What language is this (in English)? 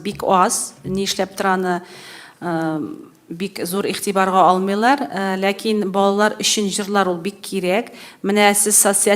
Tatar